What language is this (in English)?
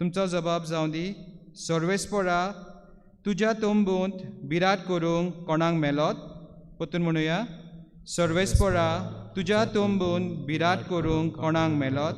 Konkani